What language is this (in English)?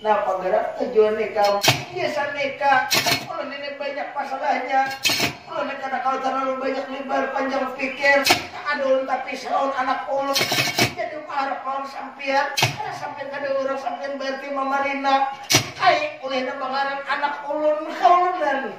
Banjar